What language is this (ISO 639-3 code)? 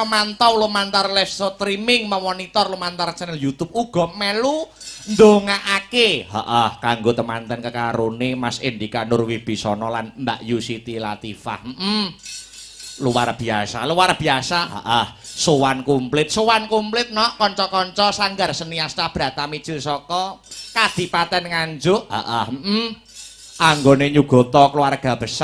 jav